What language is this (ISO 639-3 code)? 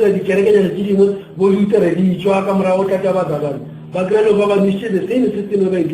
nso